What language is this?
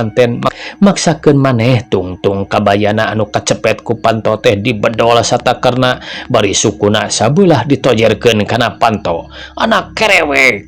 Sundanese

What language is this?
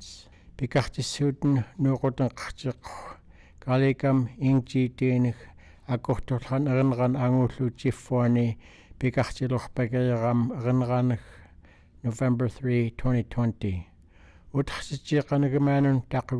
Central Yupik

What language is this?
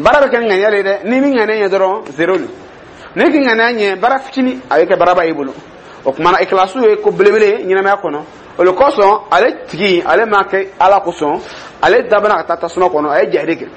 Dyula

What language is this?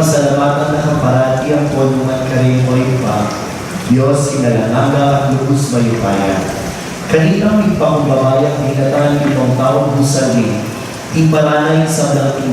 Pampanga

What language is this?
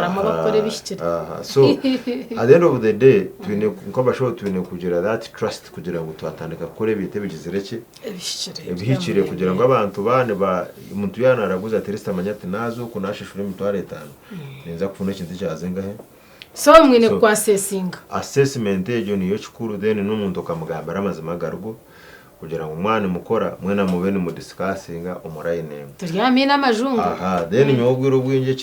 Nyankole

